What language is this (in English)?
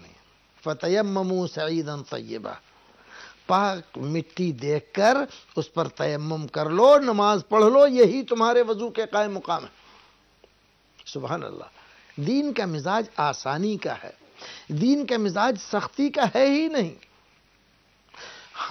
Urdu